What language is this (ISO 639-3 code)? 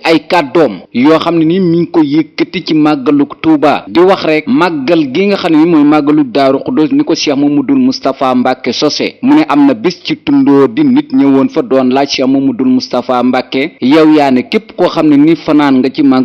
wol